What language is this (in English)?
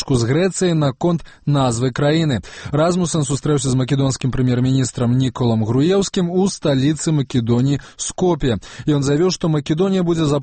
Belarusian